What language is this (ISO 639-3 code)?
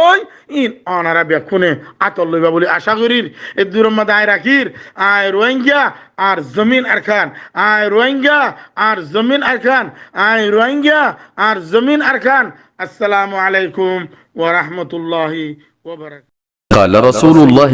rhg